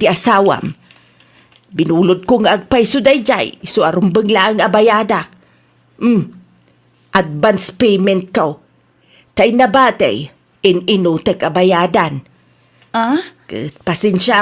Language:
Iloko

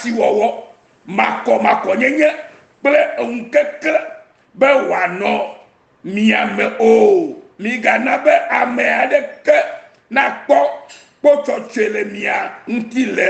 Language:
Ewe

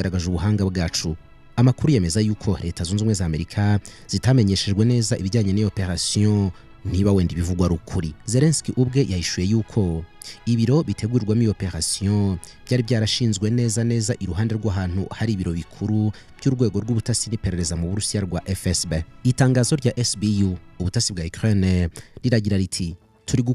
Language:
Kinyarwanda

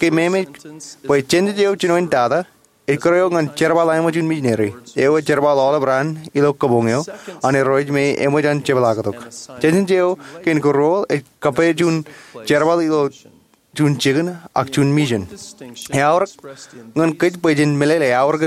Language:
Marshallese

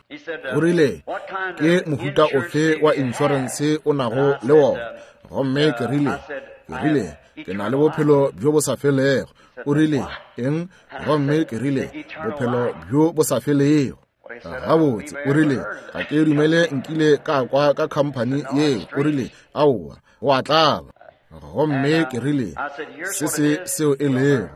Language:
Northern Sotho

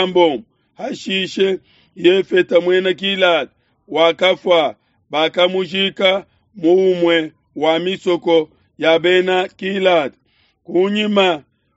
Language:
Luba-Lulua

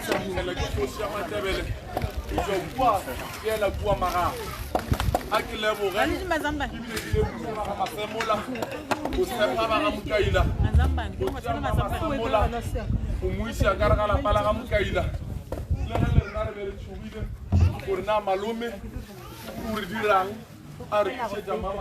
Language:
Northern Sotho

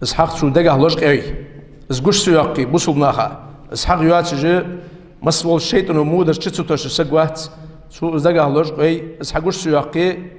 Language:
Ingush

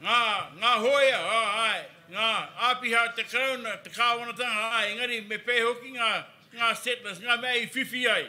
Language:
Māori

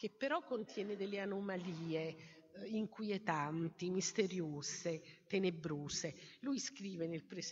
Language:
Italian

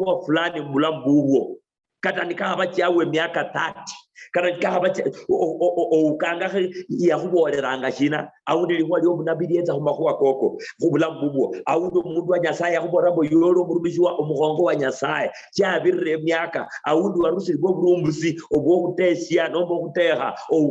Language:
Luyia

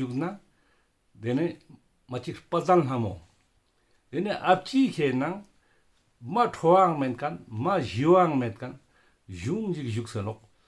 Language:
Ladakhi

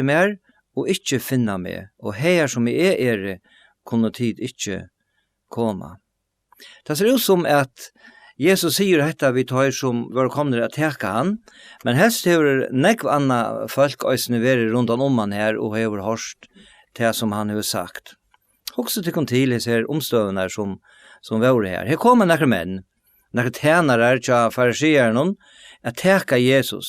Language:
Faroese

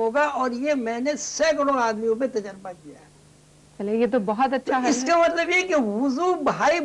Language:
Urdu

